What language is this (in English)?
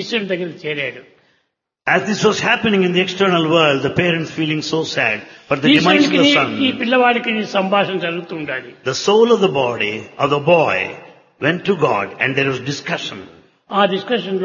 Telugu